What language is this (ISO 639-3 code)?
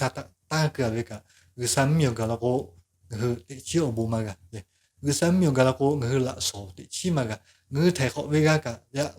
lhu